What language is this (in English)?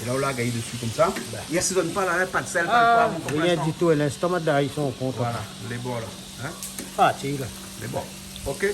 Réunion Creole French